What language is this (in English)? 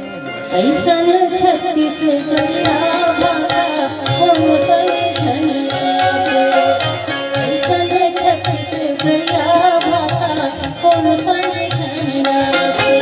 Chhattisgarhi